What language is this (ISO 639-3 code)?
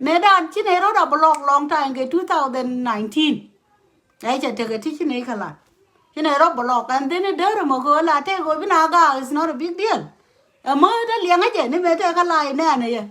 nus